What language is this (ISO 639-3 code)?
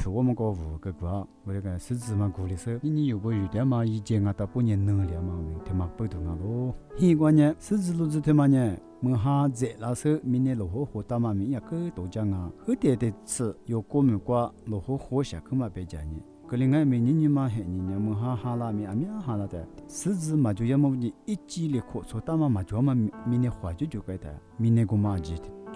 lis